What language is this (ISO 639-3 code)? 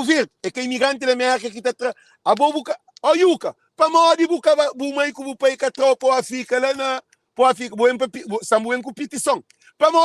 kea